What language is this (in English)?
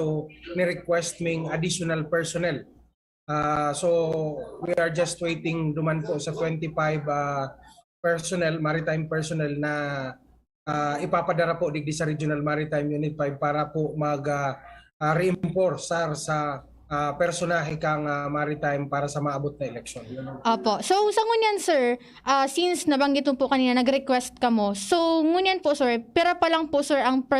Bikol